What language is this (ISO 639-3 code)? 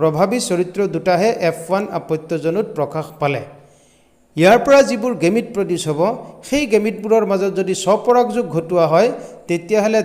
asm